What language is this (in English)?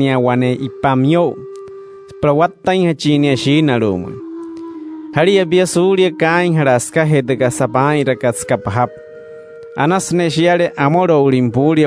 Wayuu